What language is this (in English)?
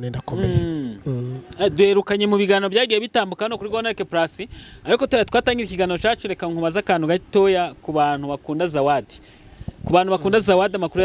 Kinyarwanda